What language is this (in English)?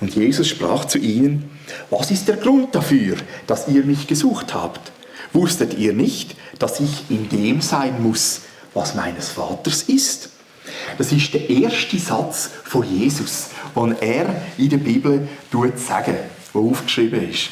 Swiss German